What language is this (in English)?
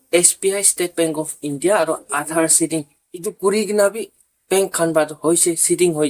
Naga Pidgin